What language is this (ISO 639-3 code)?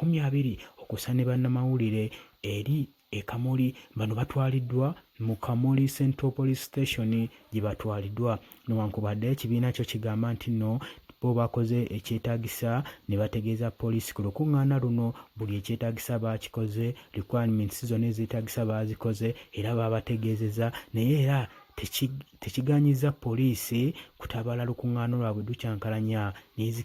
lug